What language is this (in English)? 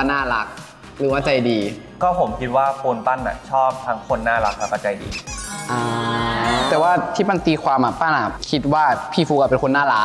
Thai